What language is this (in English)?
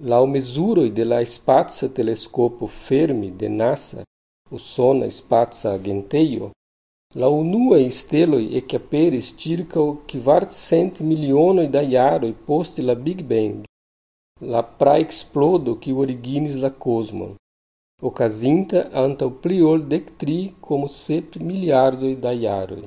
Esperanto